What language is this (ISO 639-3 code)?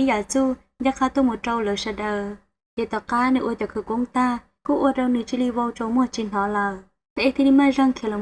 hmn